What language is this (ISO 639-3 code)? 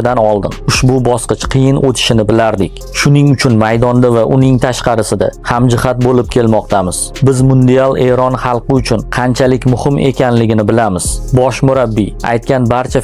uzb